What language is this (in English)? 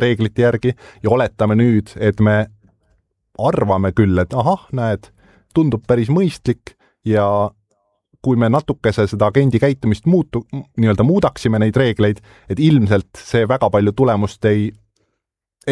Estonian